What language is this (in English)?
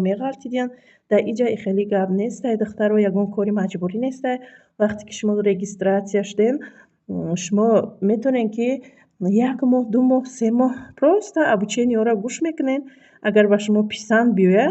Tajik